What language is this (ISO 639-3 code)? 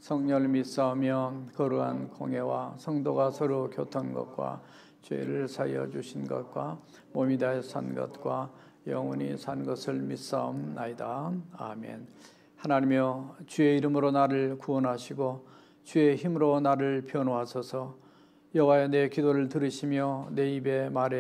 kor